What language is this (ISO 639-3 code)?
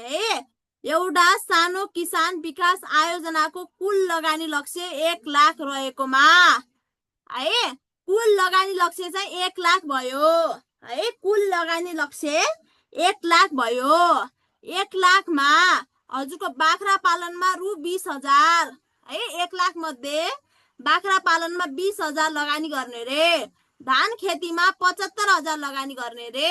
nep